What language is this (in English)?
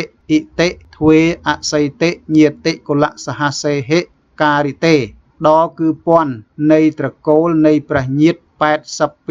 Khmer